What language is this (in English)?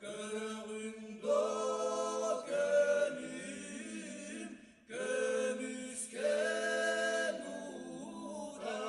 Yakut